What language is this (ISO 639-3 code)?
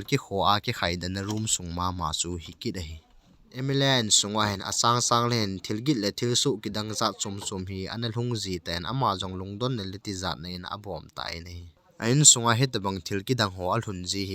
tcz